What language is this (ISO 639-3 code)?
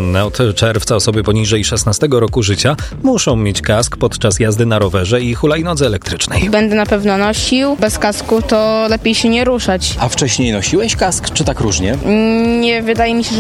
pol